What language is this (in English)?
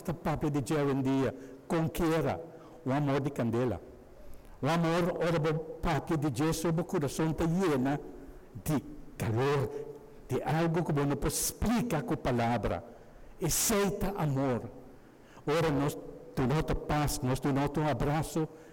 Papiamento